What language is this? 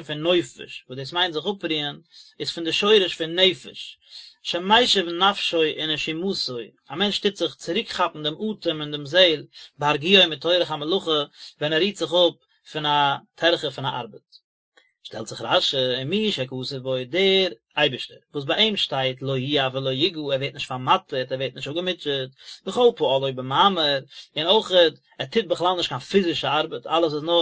Yiddish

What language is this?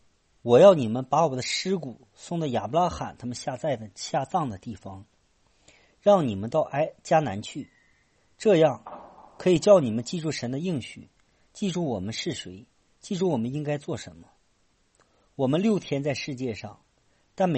Chinese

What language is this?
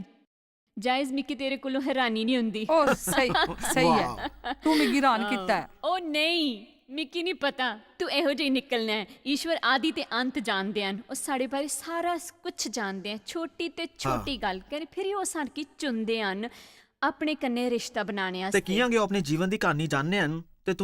Dogri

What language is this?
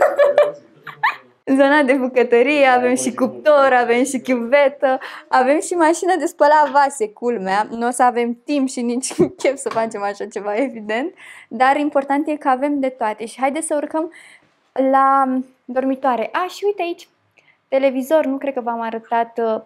Romanian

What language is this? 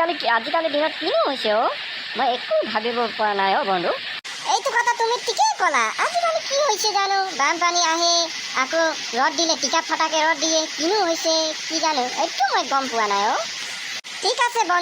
Assamese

